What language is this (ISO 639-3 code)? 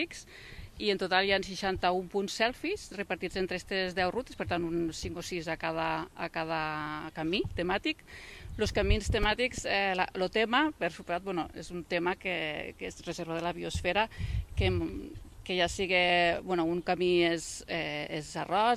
cat